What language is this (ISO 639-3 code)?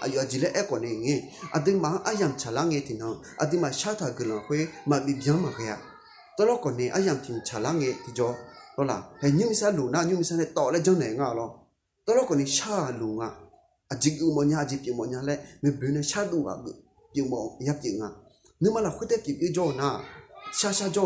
ahk